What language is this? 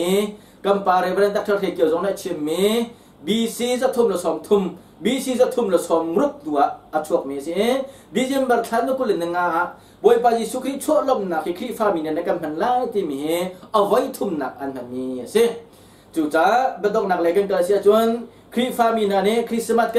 Hakha Chin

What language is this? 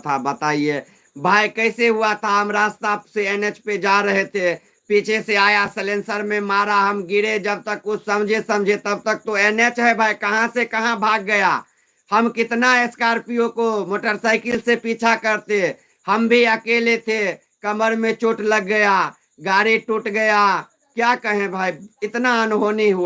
Maithili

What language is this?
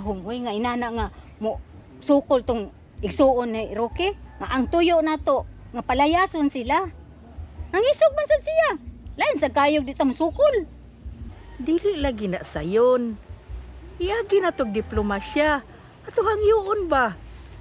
Cebuano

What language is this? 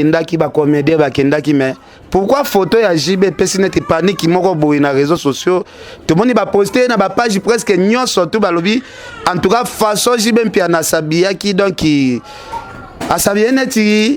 Lingala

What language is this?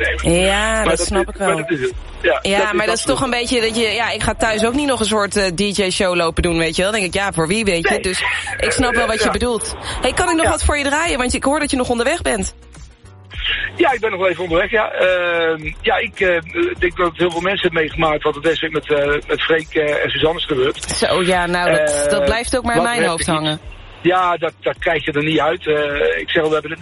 Dutch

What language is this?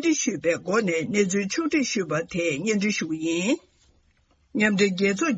Tibetan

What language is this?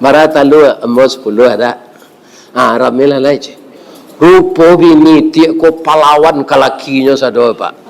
Minangkabau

